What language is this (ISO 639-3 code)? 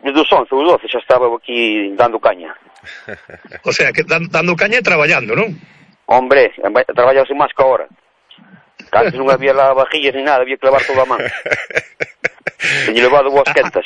glg